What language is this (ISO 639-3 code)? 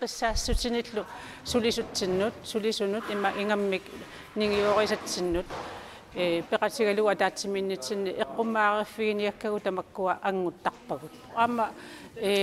kal